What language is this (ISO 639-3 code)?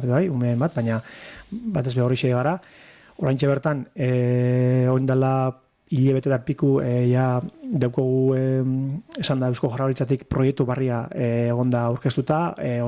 eus